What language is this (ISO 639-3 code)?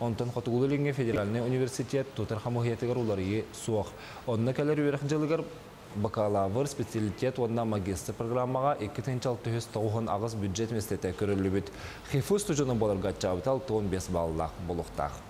sah